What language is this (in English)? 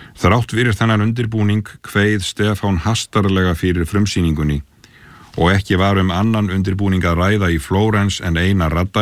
Icelandic